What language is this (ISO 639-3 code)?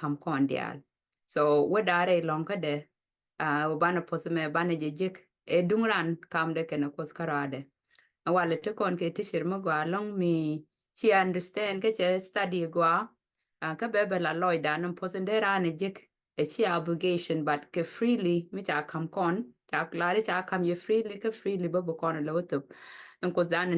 nus